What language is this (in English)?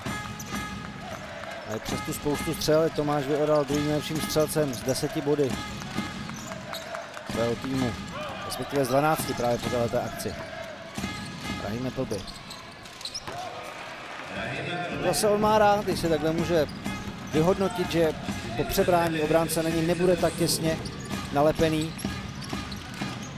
Czech